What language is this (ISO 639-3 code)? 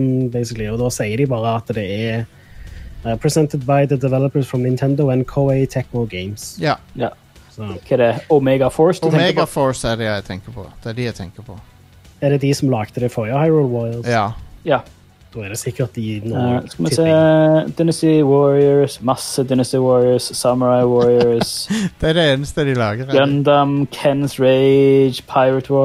nor